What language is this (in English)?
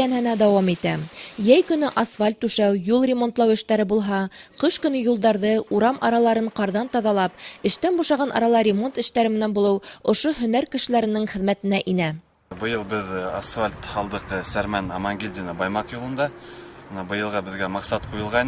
Bashkir